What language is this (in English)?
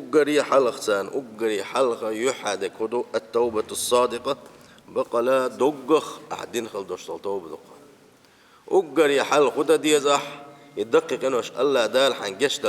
Chechen